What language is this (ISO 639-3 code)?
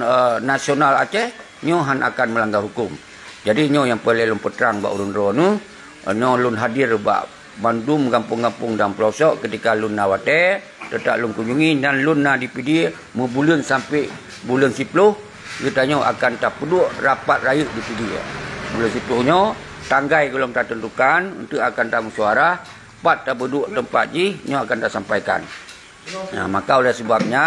ace